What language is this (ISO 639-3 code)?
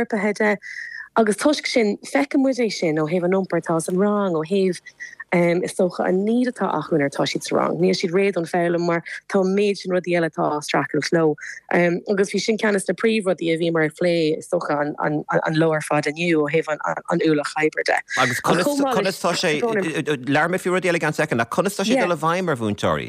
gle